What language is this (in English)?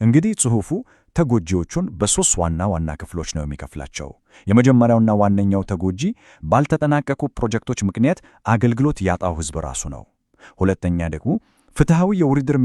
Amharic